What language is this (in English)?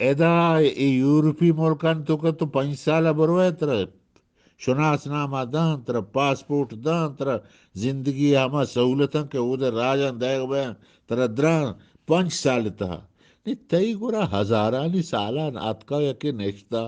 Eastern Balochi